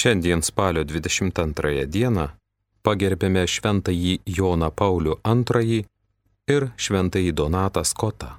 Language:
Lithuanian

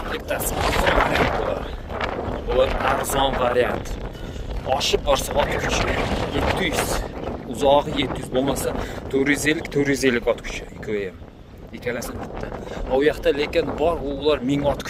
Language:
Uzbek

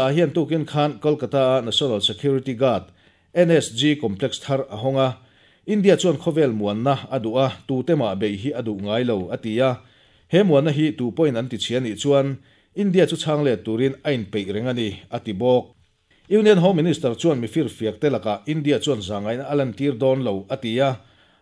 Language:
Mizo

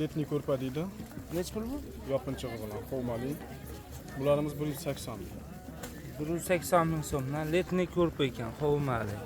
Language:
Uzbek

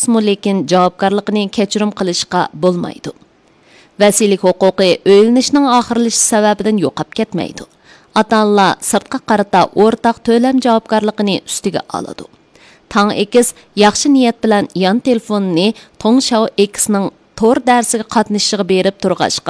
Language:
Uyghur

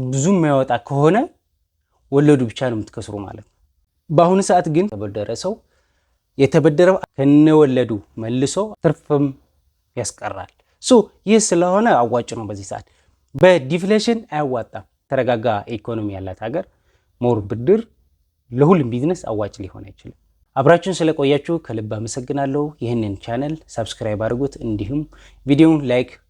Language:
Amharic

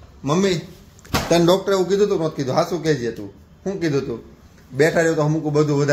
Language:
Gujarati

